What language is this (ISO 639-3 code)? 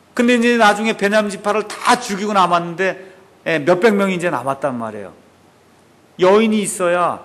kor